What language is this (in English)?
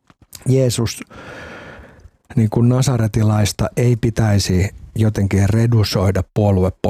Finnish